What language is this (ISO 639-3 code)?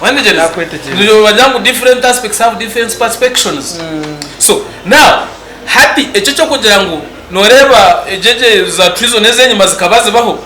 nyn